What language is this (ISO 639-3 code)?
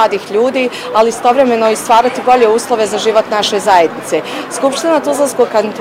bos